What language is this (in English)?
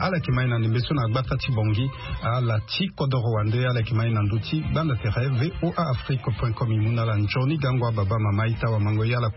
Sango